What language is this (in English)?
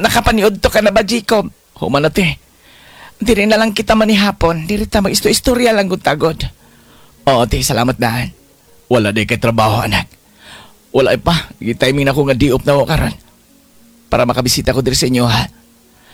Cebuano